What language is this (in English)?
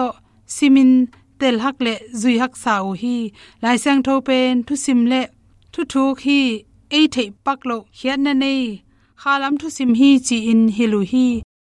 Tedim Chin